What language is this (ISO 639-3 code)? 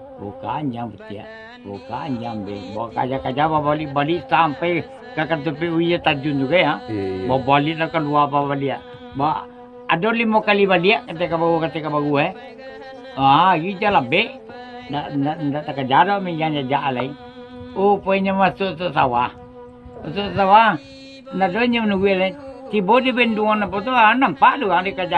min